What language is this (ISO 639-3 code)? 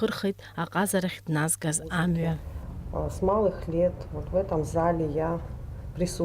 abk